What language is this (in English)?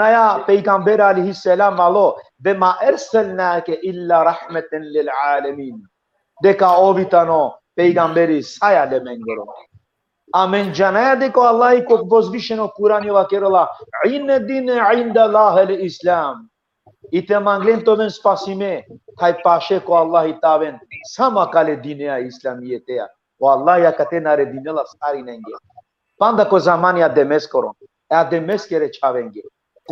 Balkan Romani